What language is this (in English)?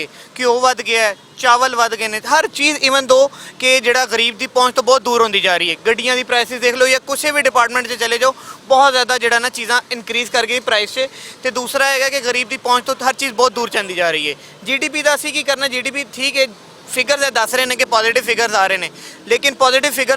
Western Panjabi